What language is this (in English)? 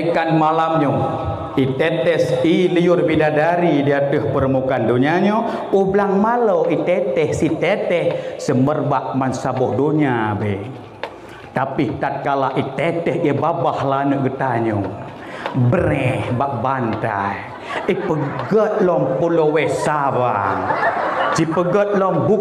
Achinese